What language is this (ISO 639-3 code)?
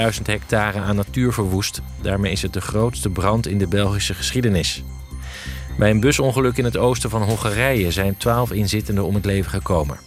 nld